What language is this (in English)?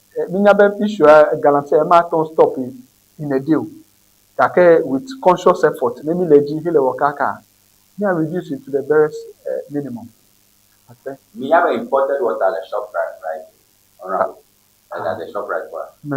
Ewe